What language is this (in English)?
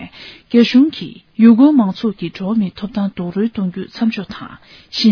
Tibetan